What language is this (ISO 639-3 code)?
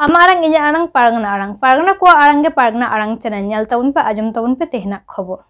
sat